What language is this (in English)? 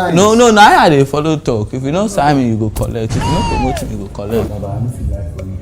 Nigerian Pidgin